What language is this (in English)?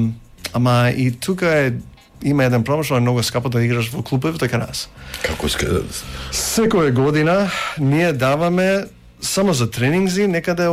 Macedonian